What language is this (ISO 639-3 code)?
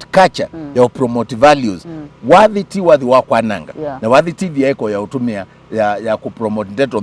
kam